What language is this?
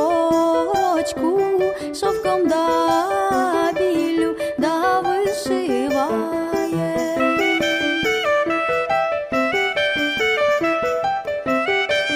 Ukrainian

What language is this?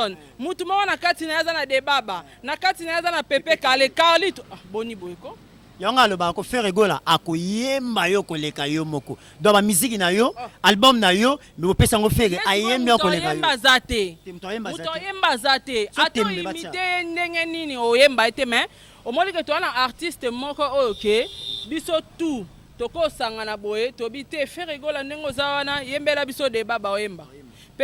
Lingala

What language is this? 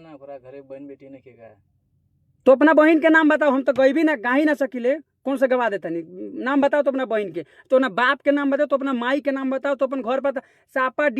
Bhojpuri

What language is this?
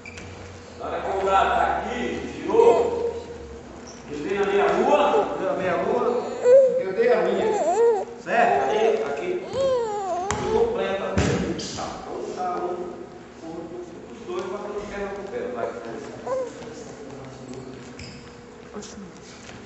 Portuguese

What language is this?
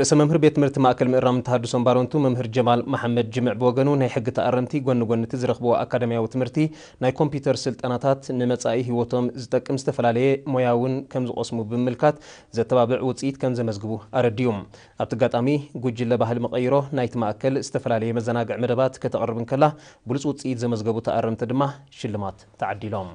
Tigrinya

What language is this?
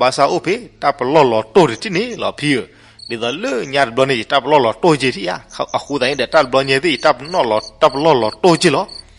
S'gaw Karen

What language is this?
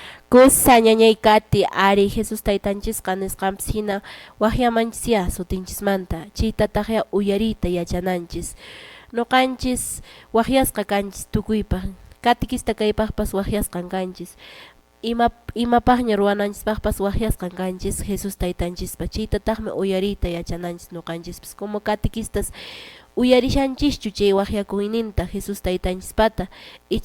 Quechua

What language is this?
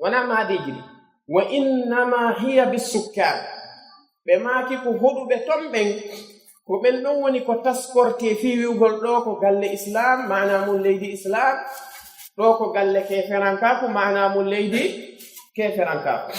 Pular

